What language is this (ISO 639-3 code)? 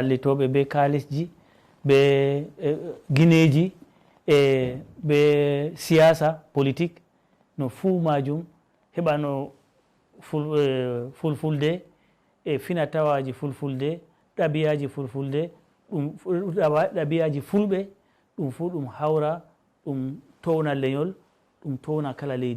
ful